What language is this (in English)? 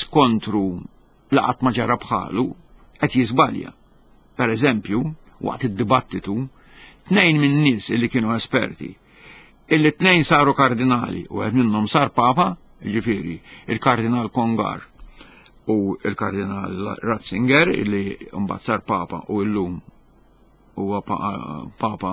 Maltese